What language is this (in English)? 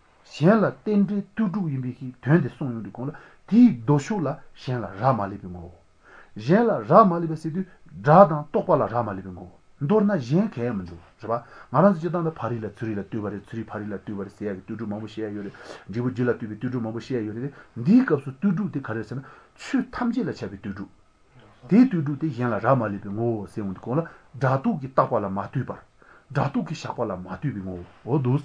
Latvian